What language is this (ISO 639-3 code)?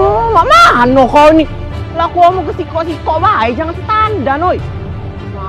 mui